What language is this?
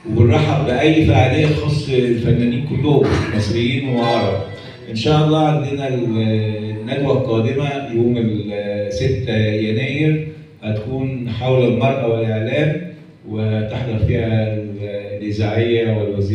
Egyptian Arabic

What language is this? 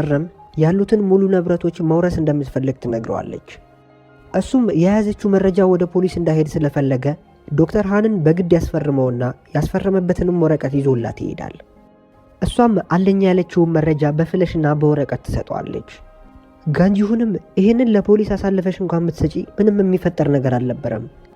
Amharic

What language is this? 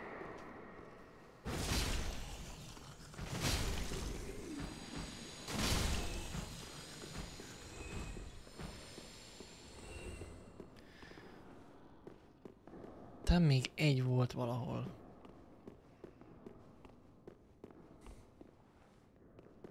Hungarian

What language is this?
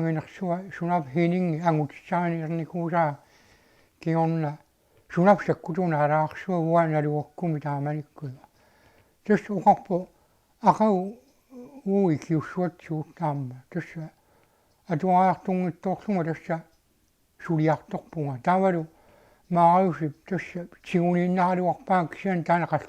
Kalaallisut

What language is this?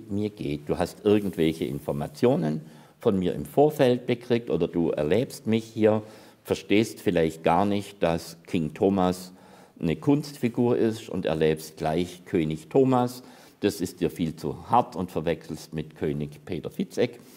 German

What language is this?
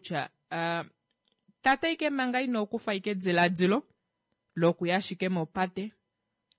Kuanyama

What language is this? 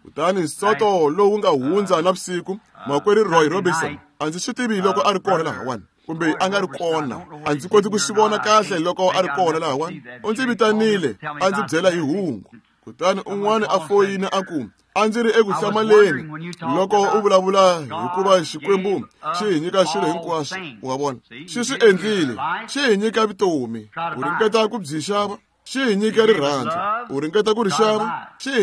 Tsonga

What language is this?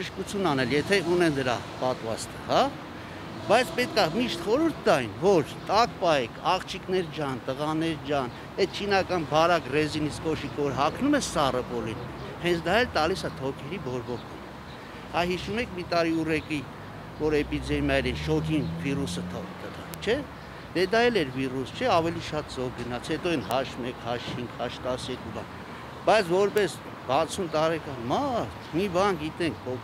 Armenian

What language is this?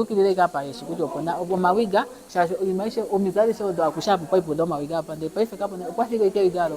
Ndonga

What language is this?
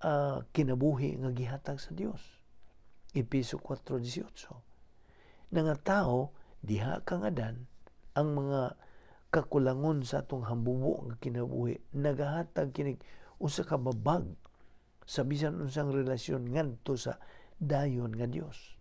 Cebuano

